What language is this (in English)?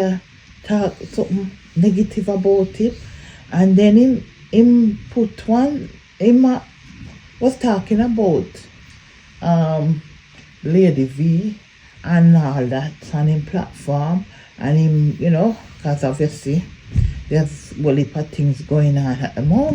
Jamaican Creole English